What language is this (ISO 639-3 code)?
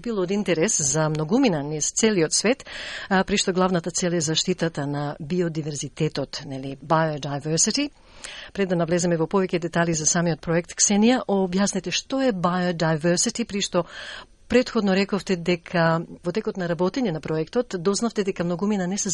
mkd